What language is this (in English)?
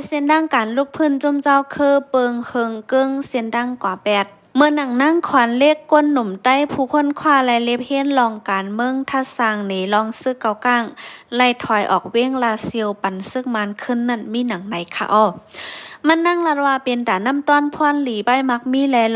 Shan